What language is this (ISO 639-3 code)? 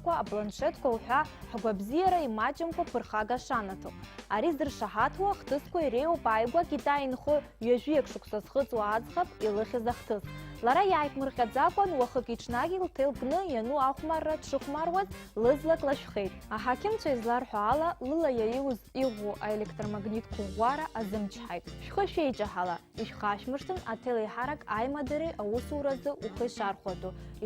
abk